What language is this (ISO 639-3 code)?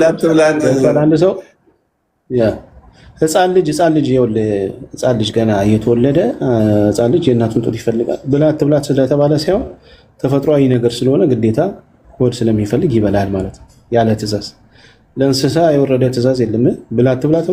amh